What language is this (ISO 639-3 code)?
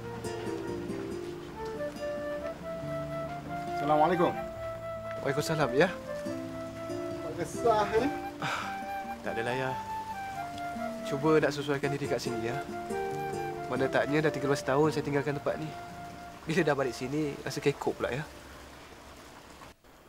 msa